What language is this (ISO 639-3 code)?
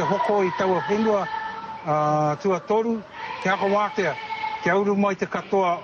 mri